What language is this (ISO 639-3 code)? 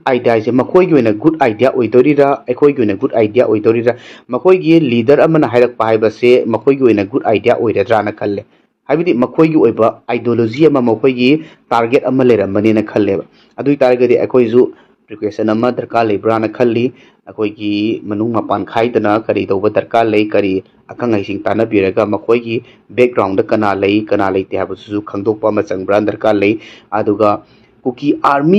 mni